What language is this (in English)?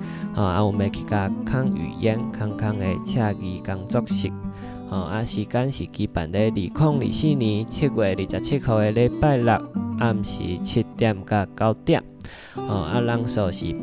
Min Nan Chinese